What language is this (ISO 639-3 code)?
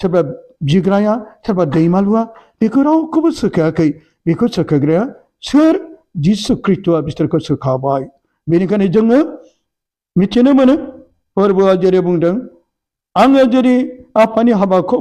brx